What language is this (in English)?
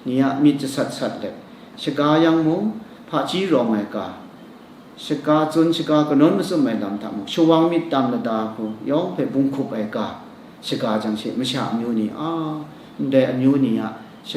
Kachin